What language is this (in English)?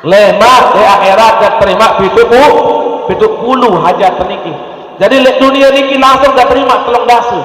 Sasak